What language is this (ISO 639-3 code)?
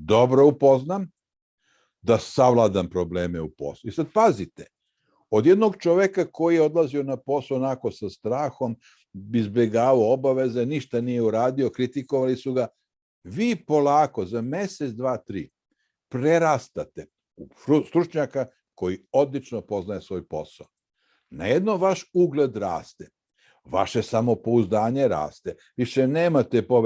mkd